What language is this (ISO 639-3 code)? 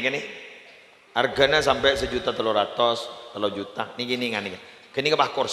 mad